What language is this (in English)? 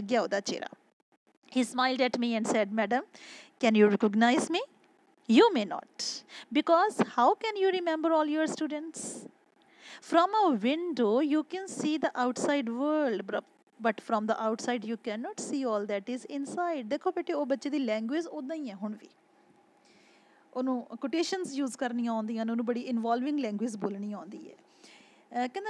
Punjabi